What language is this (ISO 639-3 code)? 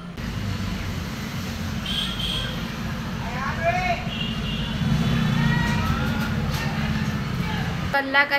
hin